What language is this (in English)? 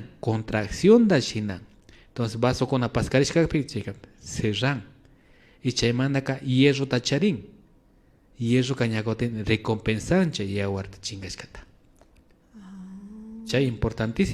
Imbabura Highland Quichua